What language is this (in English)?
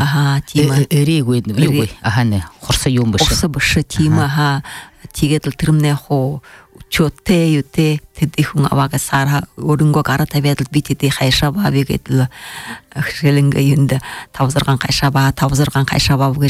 Buriat